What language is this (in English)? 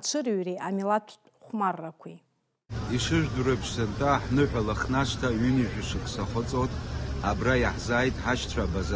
Abkhazian